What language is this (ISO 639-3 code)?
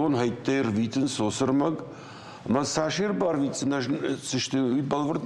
oss